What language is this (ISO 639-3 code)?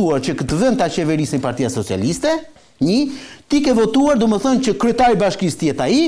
sqi